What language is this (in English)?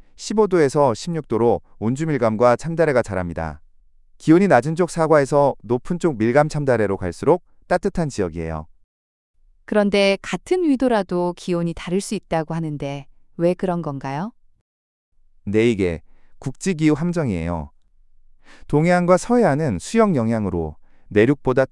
Korean